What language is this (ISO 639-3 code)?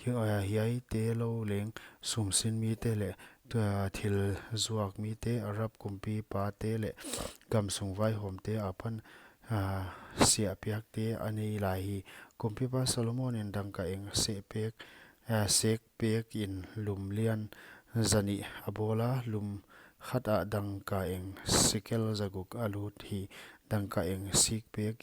pck